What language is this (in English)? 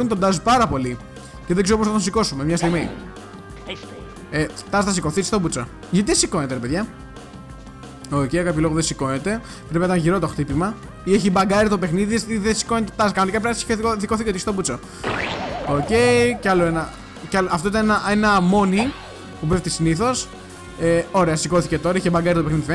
Greek